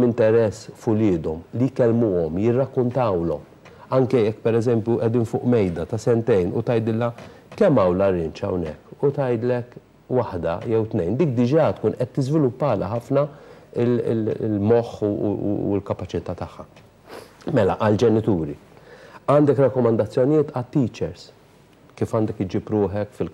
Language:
Maltese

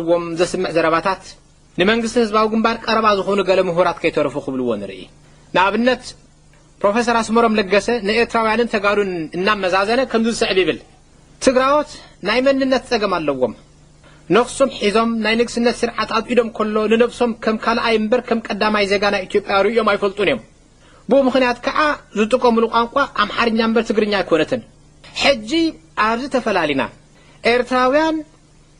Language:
Tigrinya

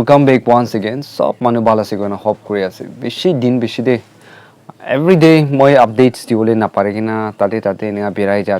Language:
Naga Pidgin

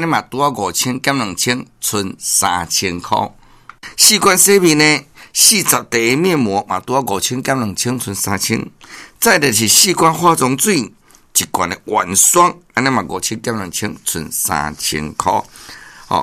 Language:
Min Nan Chinese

